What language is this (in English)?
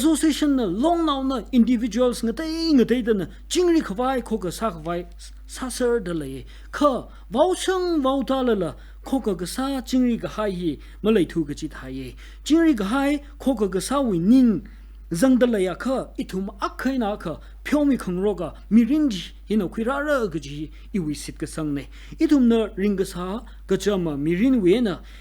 Tangkhul Naga (India)